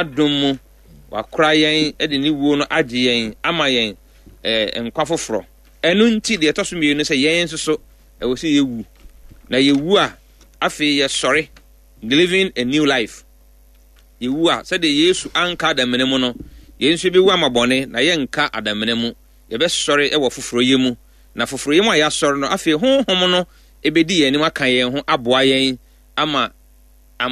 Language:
Akan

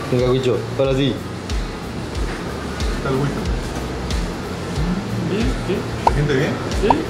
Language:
Spanish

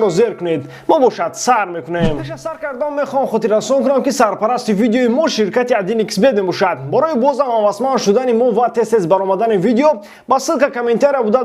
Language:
Tajik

